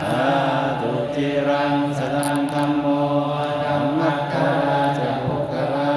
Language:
Pali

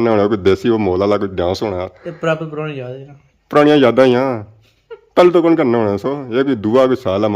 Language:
Pahari-Potwari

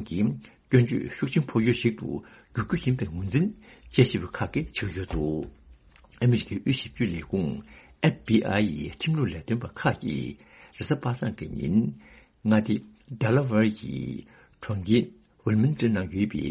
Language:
Tibetan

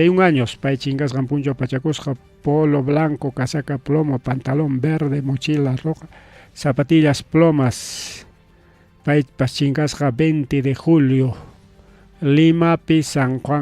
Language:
Ayacucho Quechua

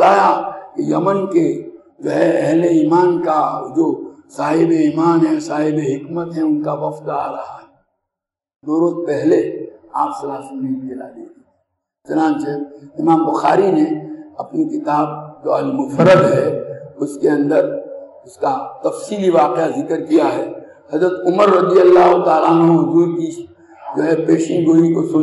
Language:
Urdu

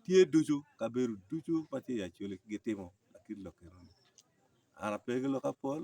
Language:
Acoli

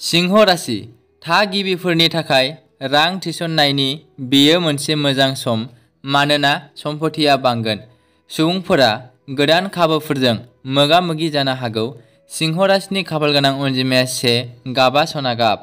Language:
Bodo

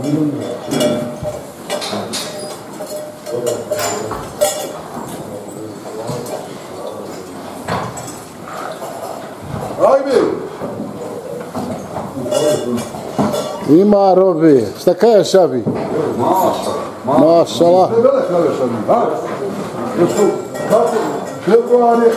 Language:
Bosnian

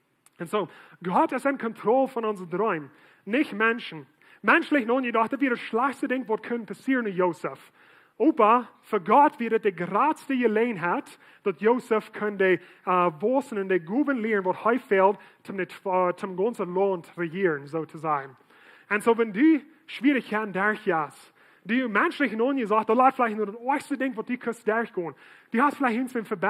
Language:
Plautdietsch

